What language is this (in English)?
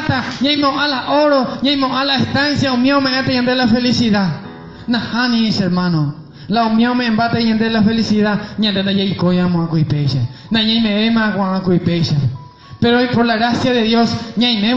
Guarani